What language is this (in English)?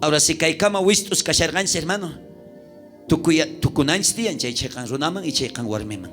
South Bolivian Quechua